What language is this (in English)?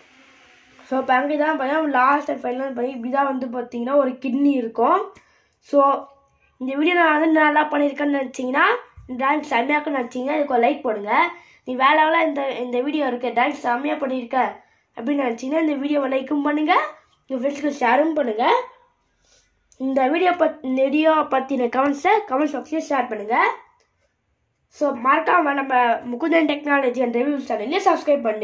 Tamil